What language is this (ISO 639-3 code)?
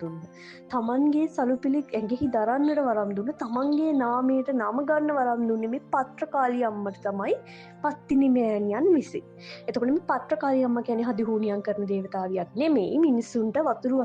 sin